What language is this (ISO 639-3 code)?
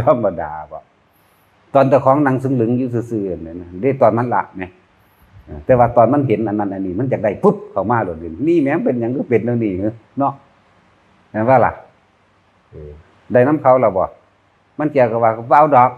tts